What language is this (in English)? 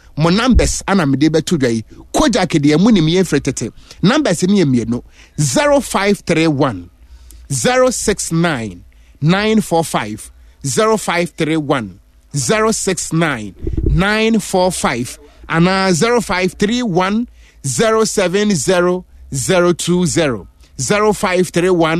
Akan